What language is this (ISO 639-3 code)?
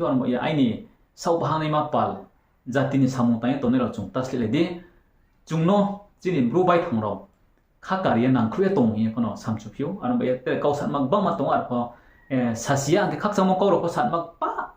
ria